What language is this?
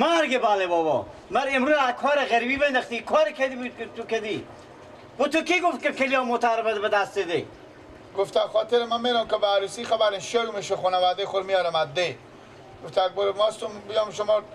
Persian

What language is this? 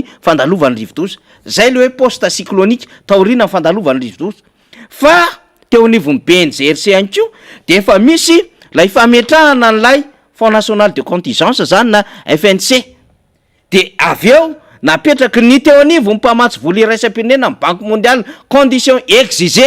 Malagasy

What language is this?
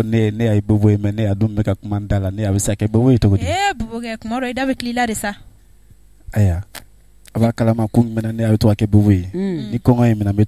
Bambara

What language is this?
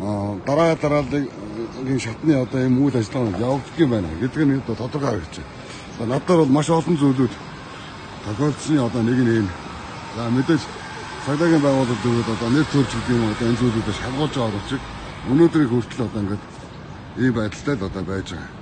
Mongolian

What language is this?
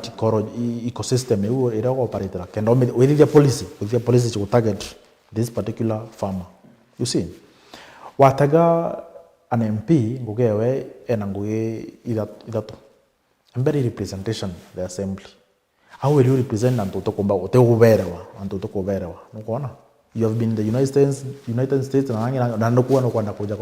Meru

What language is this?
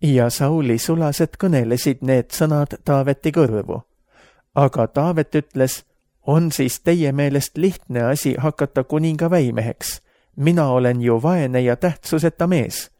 Estonian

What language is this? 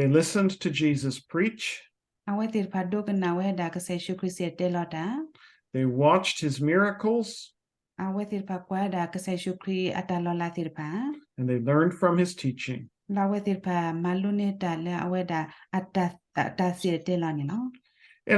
S'gaw Karen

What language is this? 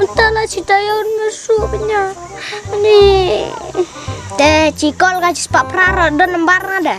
Khasi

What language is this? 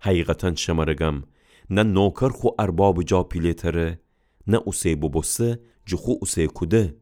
Gilaki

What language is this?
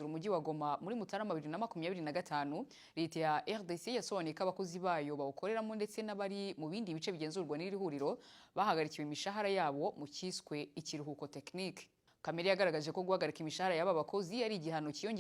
Kinyarwanda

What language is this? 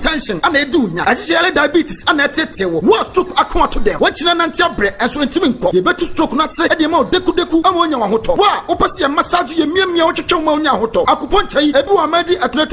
Akan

